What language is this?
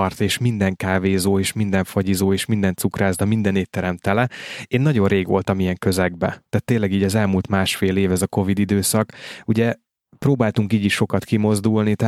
Hungarian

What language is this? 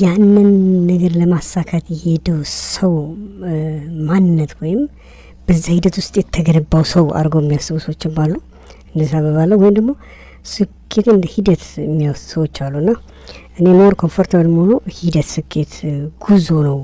Amharic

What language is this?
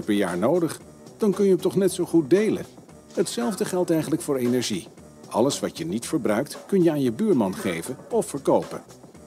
Dutch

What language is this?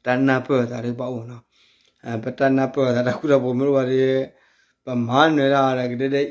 S'gaw Karen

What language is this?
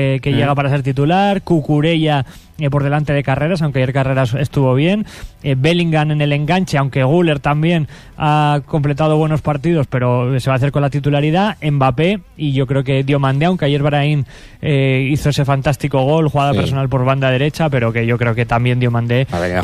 Spanish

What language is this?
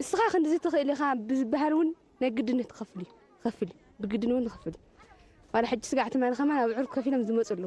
Tigrinya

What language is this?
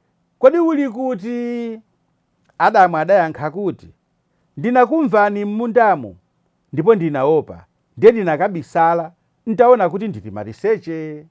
Nyanja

